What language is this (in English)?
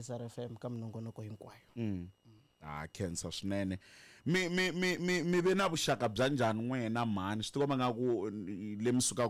Tsonga